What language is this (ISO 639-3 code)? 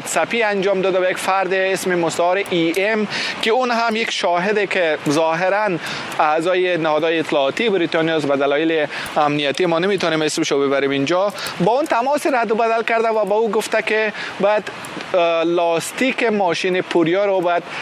fas